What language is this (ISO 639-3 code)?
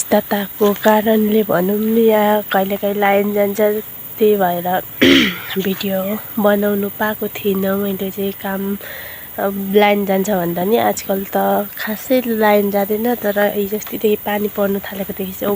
nep